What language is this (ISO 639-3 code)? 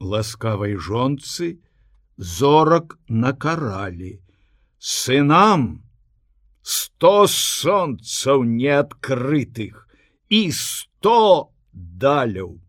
bel